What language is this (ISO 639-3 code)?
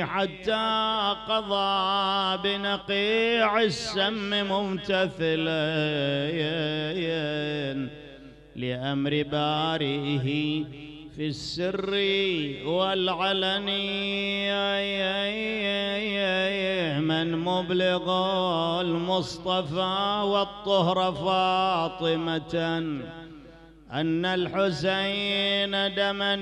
ara